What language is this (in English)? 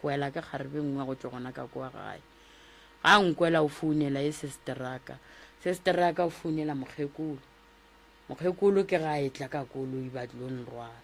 Northern Sotho